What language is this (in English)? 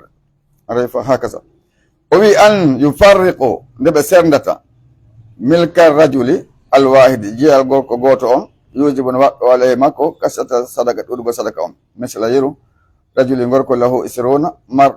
Pular